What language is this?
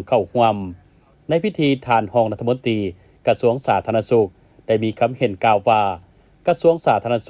Lao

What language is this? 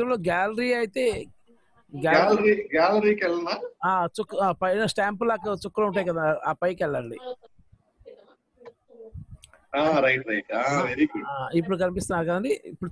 Telugu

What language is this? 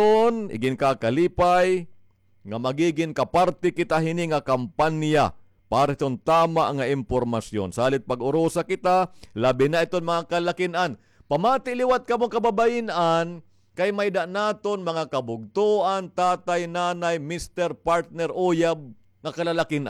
Waray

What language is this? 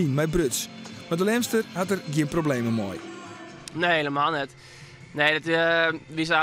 Western Frisian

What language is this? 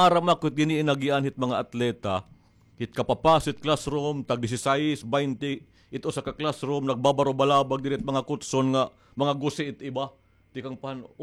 Waray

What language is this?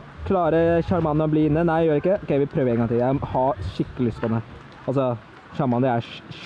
Norwegian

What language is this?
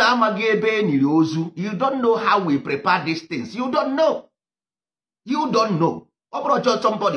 Igbo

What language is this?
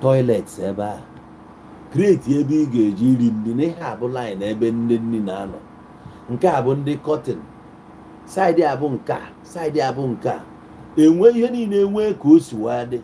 Igbo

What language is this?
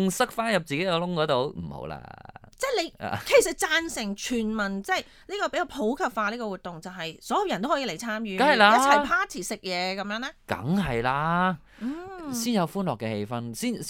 Cantonese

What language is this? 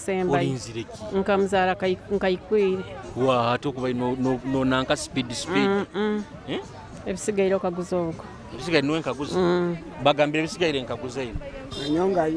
Nyoro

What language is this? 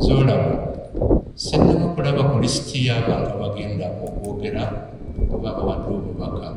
Ganda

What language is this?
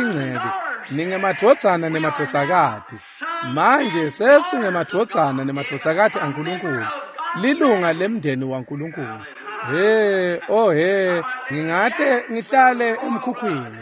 Swati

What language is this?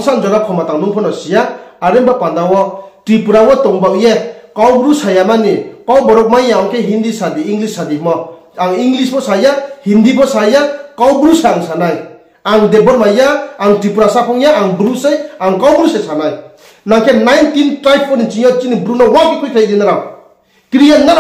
Riang (India)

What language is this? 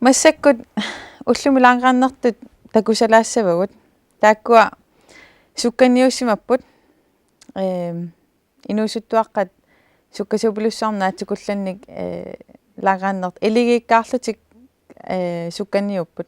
Kalaallisut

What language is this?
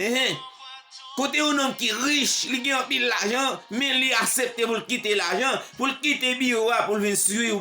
Haitian Creole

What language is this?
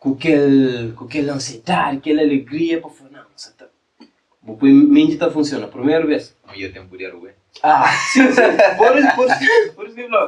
Kabuverdianu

